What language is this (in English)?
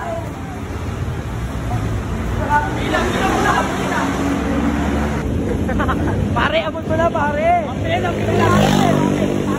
Filipino